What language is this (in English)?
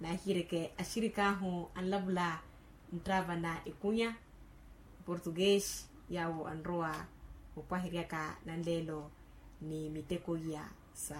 Makhuwa